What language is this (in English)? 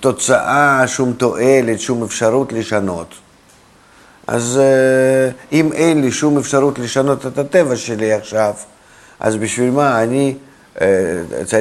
Hebrew